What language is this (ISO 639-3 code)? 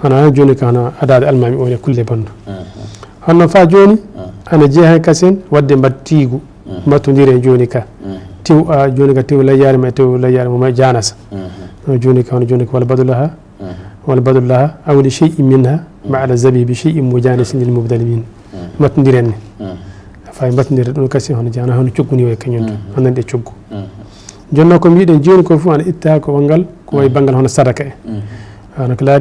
ful